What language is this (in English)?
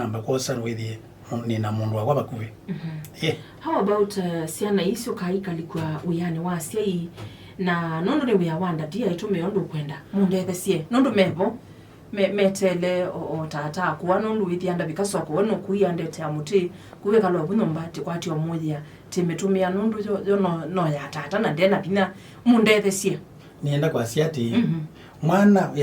Kamba